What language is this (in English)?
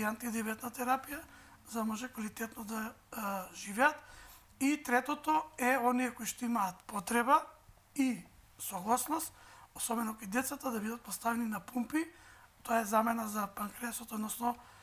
Macedonian